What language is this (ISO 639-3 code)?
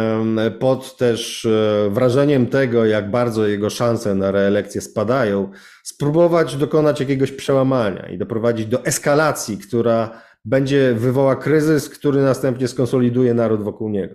pol